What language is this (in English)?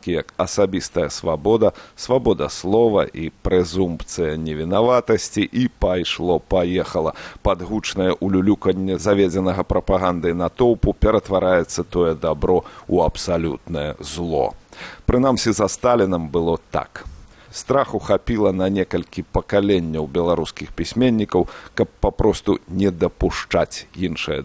Belarusian